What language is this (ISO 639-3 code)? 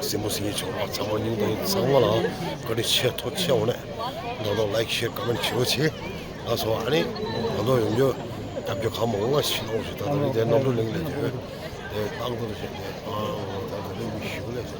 bod